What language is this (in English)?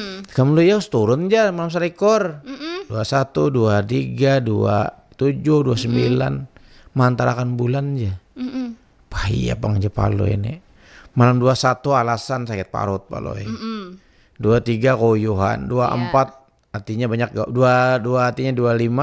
Banjar